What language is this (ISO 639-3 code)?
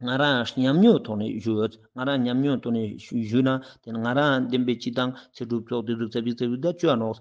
lbj